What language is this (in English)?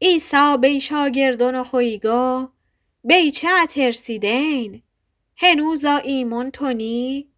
Gilaki